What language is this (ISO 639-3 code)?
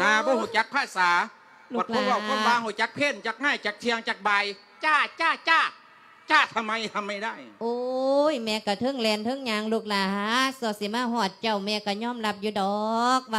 lao